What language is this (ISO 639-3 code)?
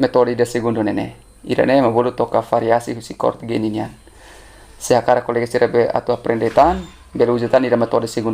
tet